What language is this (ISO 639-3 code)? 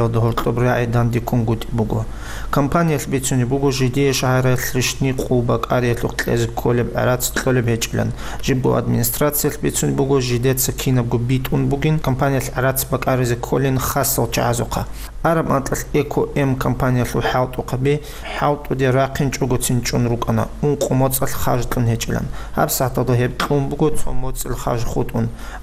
ava